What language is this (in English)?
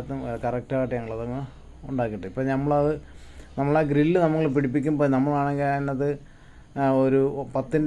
Malayalam